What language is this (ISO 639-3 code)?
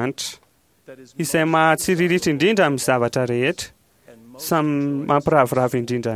mlg